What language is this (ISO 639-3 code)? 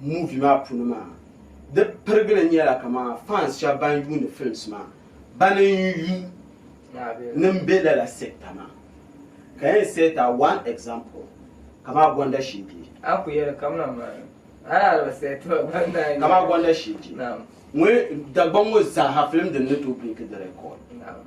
dag